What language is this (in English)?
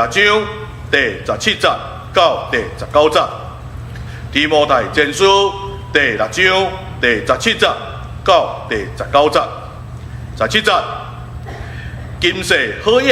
Min Nan Chinese